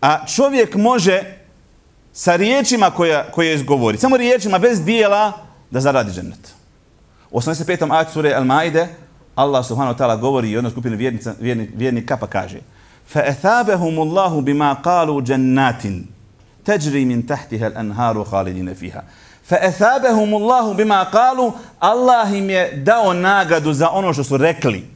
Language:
Bosnian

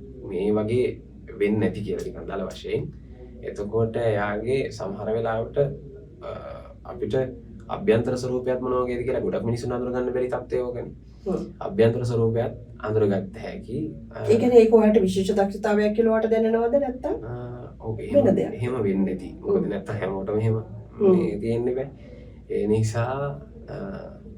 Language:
Sinhala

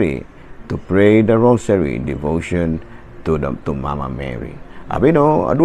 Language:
Cebuano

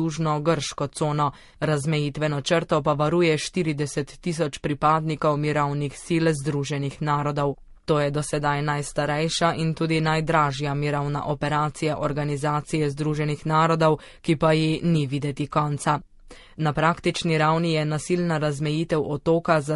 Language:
Slovenian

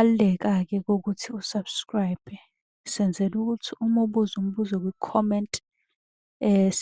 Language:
Zulu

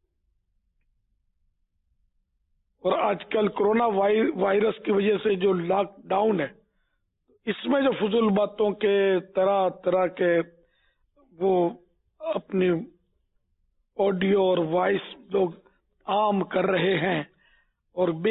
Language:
Urdu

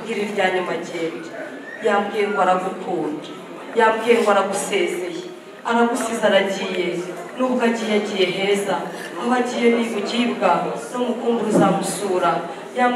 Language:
Kinyarwanda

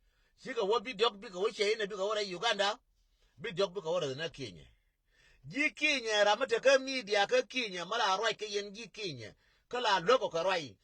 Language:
Nuer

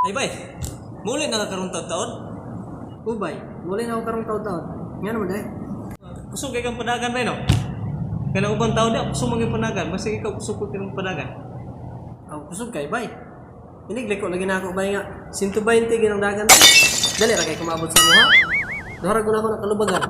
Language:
Cebuano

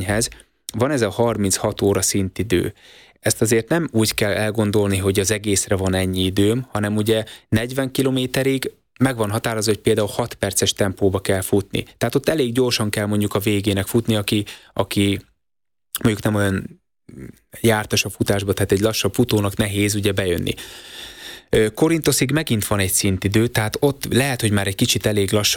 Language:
Hungarian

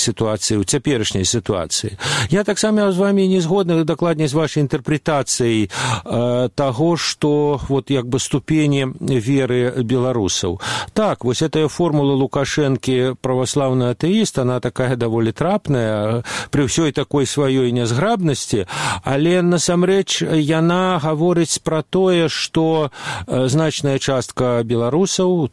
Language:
Belarusian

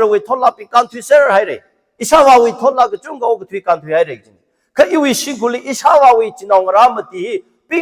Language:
Tangkhul Naga (India)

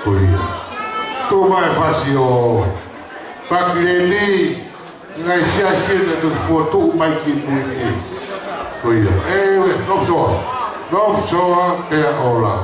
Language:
Tongan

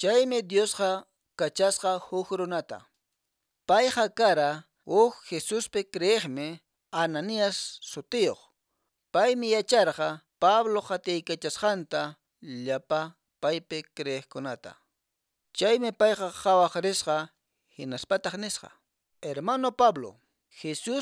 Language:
Quechua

